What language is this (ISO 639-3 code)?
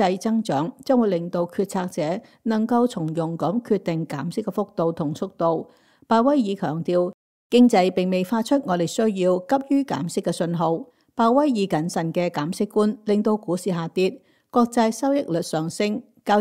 yue